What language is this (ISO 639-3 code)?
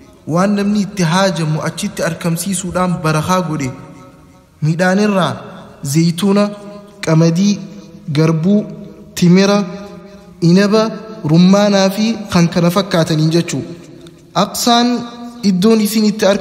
orm